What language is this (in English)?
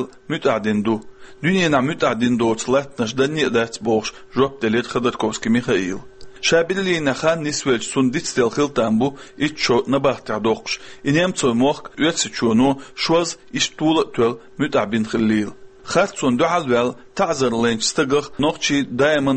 Chechen